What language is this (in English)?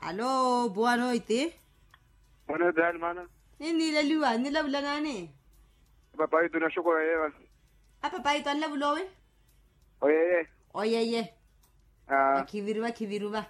Makhuwa